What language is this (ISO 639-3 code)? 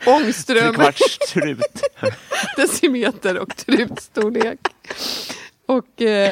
swe